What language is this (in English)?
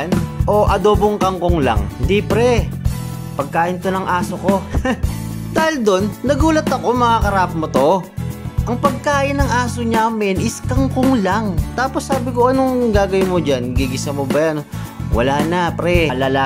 Filipino